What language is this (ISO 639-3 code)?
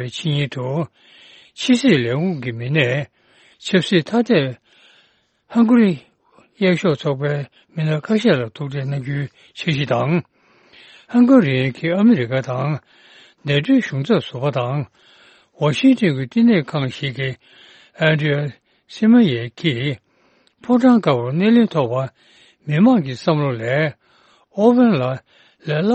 bod